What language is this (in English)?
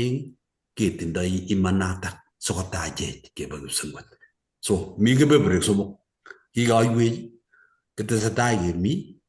Kalenjin